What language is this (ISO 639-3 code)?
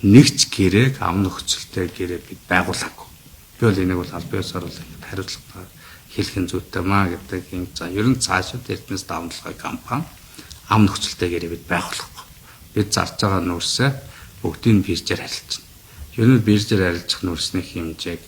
mon